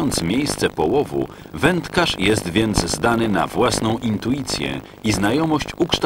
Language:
Polish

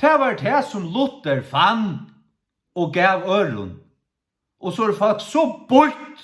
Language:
Faroese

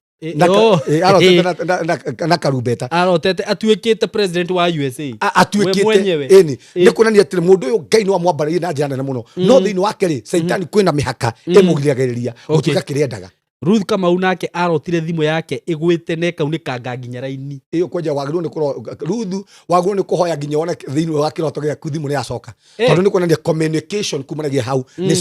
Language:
Kikuyu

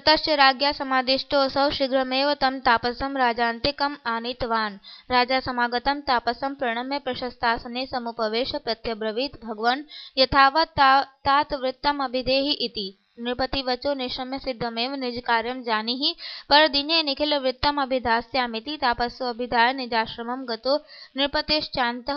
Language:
Sanskrit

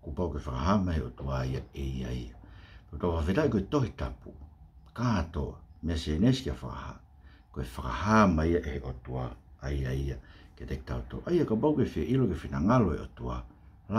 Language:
Tongan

